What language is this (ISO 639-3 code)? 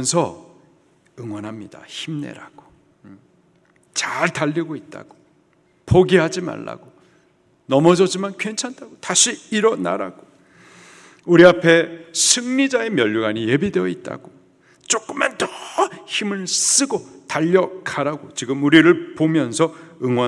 kor